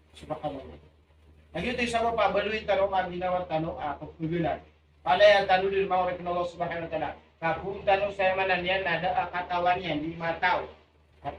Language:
Maranao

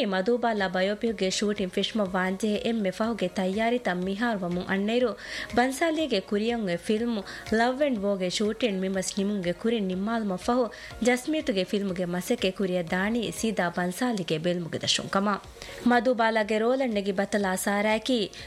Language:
Divehi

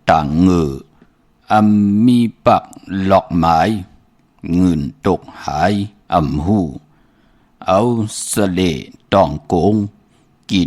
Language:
Shan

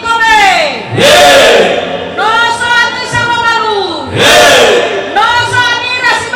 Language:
Nias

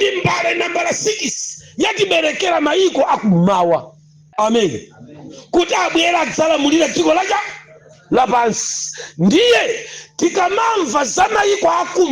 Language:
Nyanja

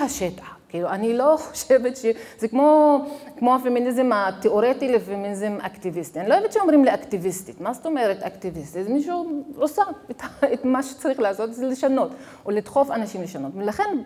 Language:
Hebrew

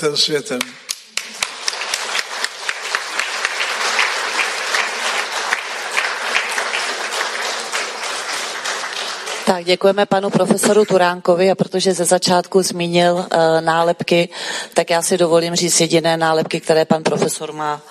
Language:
Czech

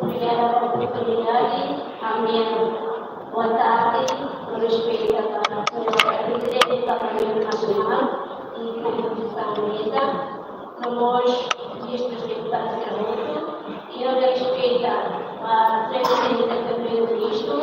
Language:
Tetum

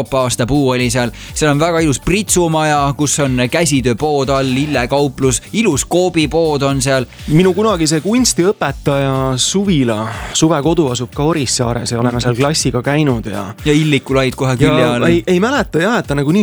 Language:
Estonian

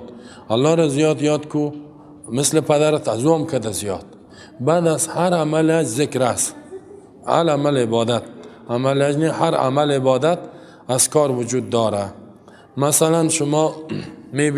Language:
Persian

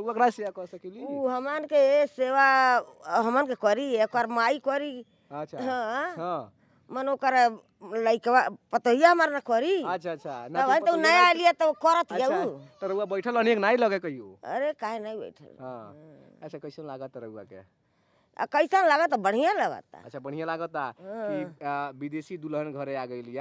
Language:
Bhojpuri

